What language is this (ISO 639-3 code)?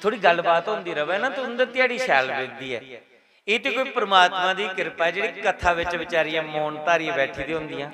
doi